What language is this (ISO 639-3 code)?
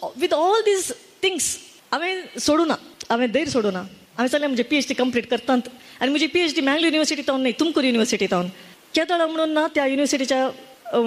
kok